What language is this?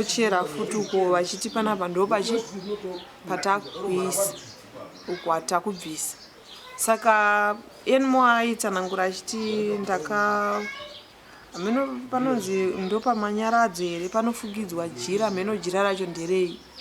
Shona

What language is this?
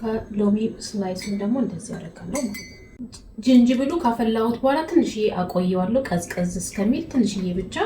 Amharic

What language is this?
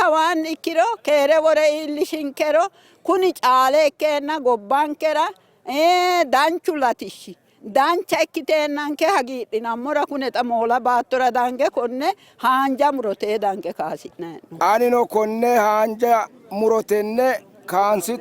Sidamo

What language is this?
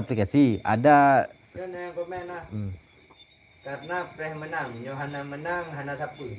Achinese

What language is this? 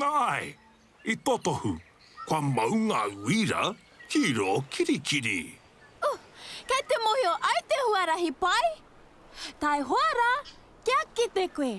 Māori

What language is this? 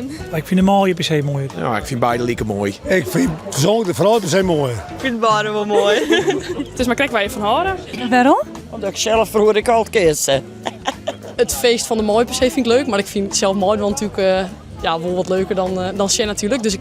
Western Frisian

